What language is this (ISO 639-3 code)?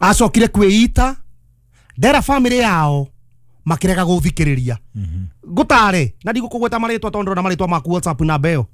kik